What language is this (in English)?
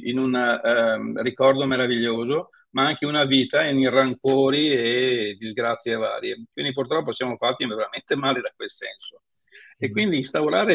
Italian